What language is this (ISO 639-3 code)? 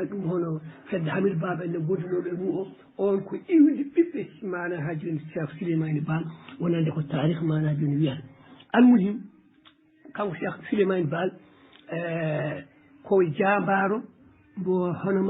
ful